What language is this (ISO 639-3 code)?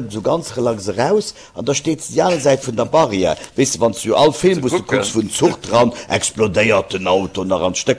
ltz